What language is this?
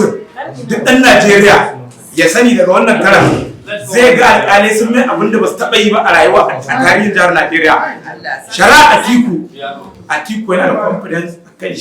Hausa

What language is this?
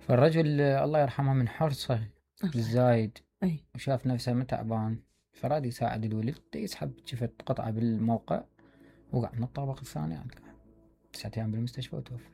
Mesopotamian Arabic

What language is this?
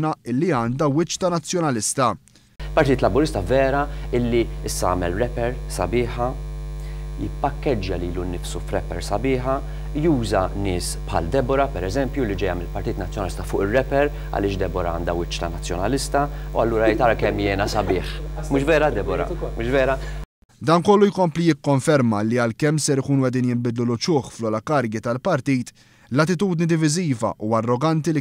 Maltese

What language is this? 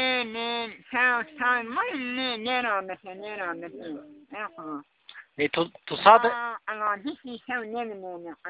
Zaza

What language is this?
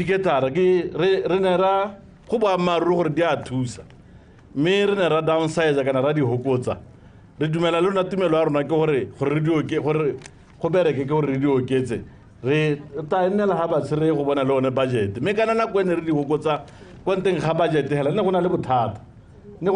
Tswana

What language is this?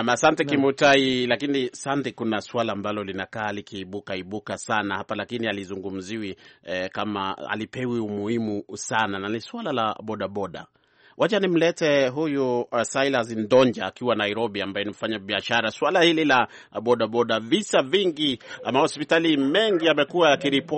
Swahili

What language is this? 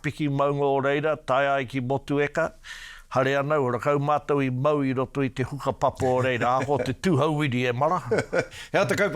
Māori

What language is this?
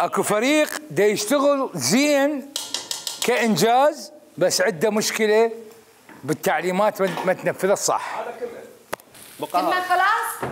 Mesopotamian Arabic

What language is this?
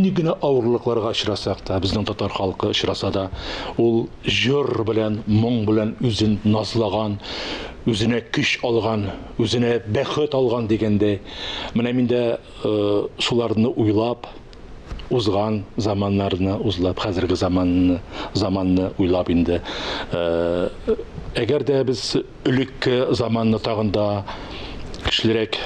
Tatar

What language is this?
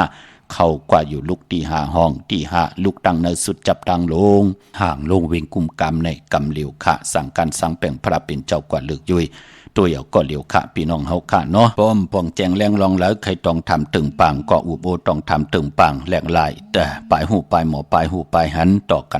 Shan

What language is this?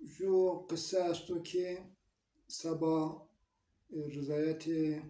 Zaza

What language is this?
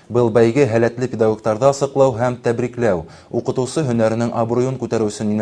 Bashkir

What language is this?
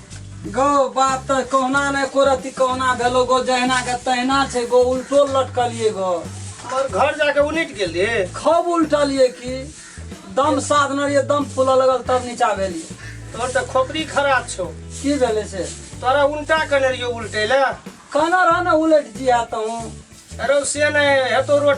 Maithili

